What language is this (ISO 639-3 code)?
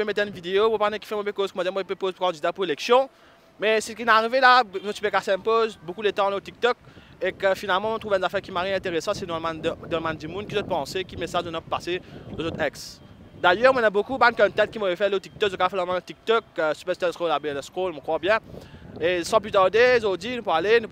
mfe